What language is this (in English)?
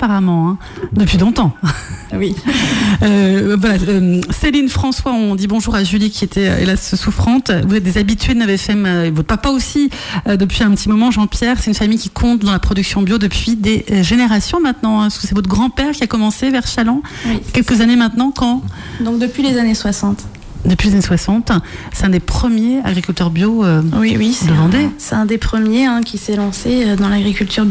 French